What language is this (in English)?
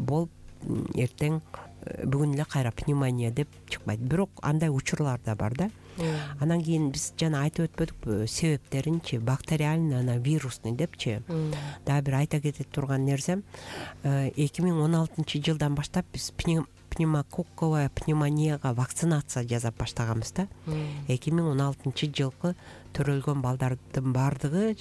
Kyrgyz